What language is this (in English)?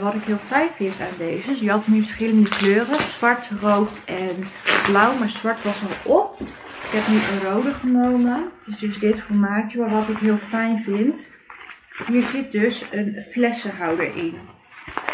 Dutch